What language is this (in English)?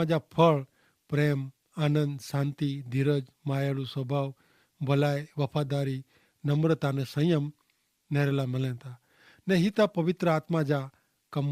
Kachhi